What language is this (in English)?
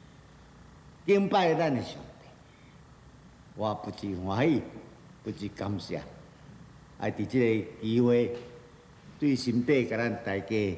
Min Nan Chinese